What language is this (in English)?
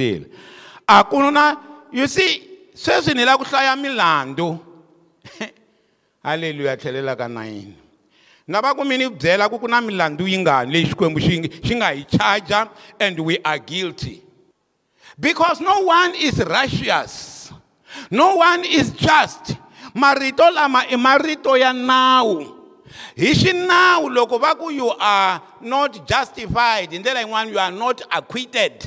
Tsonga